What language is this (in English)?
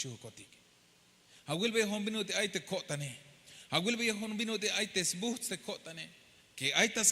Tzeltal